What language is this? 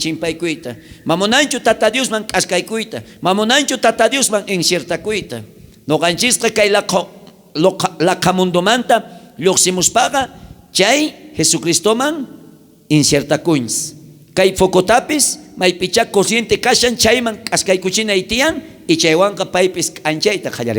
South Bolivian Quechua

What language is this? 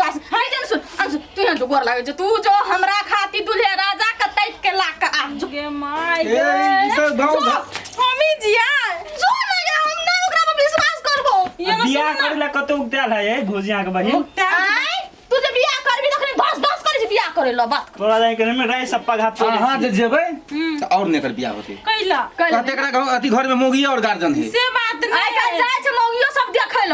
Maithili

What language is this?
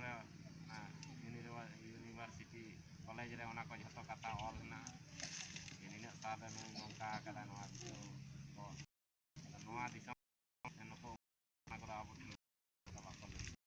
Santali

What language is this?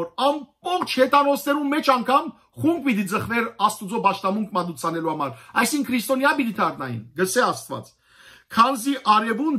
Western Armenian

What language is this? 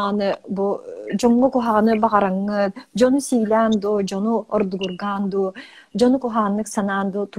Yakut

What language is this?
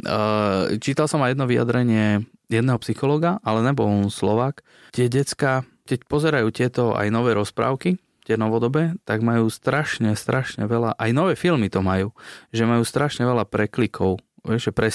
Slovak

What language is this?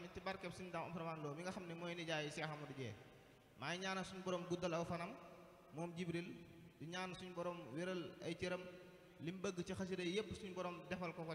Wolof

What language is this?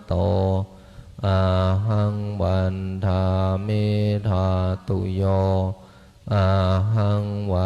Pali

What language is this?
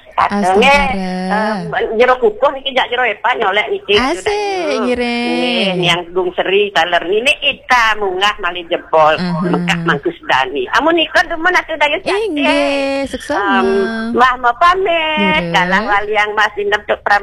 Balinese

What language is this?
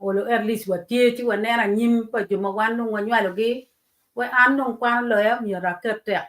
Acoli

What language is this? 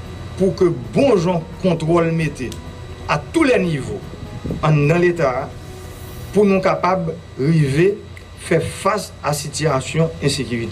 Haitian Creole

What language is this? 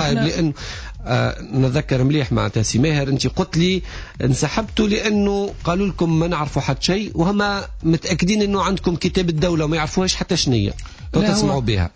Tunisian Arabic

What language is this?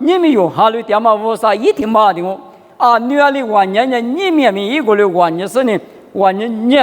Lisu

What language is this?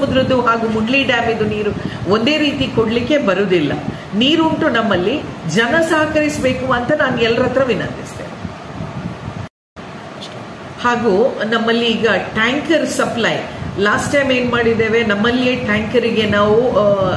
Kannada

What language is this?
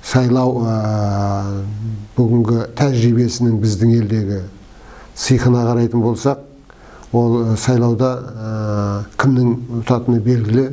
Kazakh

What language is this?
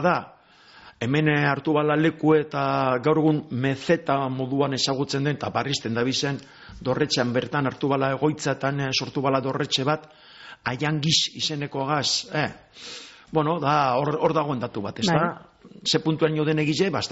Basque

